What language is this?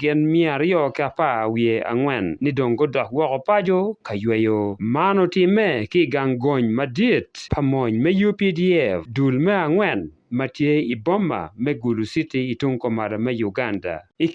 Acoli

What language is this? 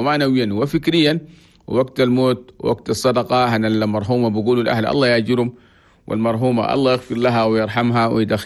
Chadian Arabic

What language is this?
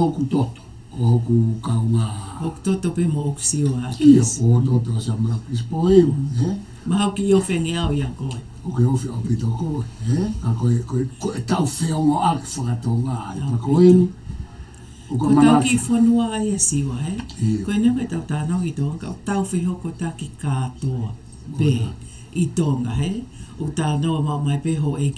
Tongan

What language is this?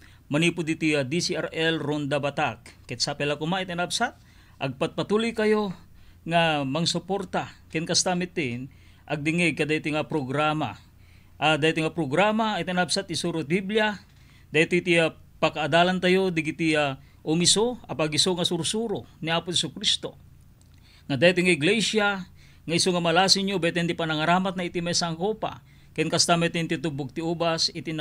Iloko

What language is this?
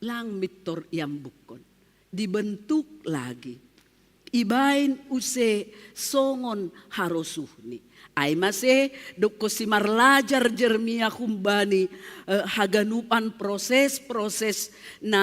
Batak Simalungun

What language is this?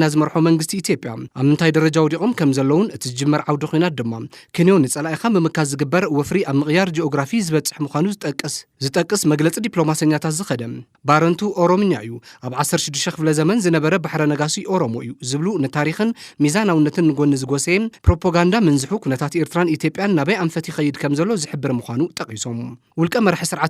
Tigrinya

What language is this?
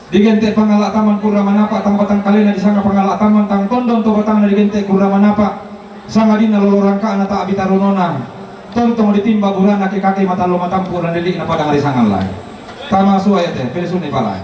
Toraja-Sa'dan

